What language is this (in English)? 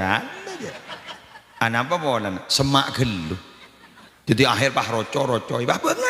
Madurese